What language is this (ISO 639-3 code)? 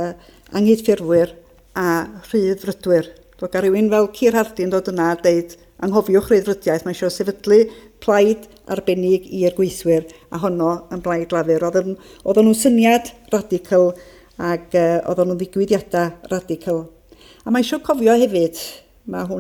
cym